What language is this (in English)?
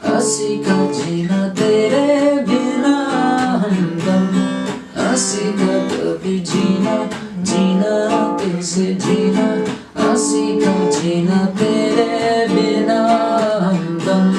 Manipuri